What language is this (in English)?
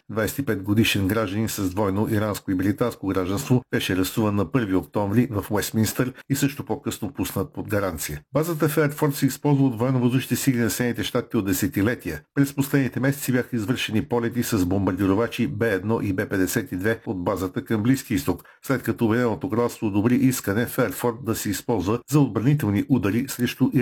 Bulgarian